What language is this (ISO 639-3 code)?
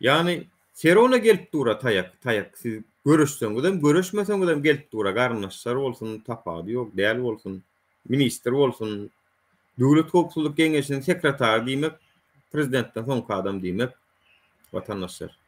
tuk